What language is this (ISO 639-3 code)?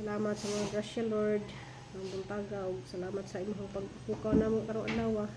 ceb